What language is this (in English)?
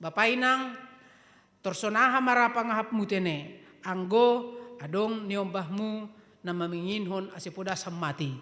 Batak Simalungun